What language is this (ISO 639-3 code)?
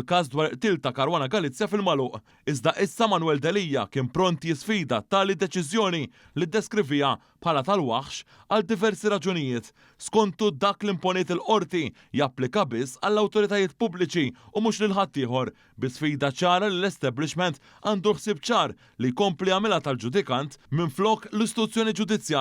mlt